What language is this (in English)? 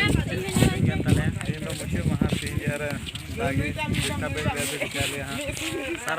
Santali